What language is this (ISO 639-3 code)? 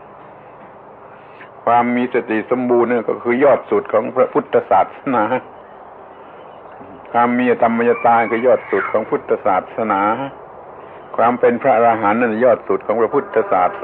tha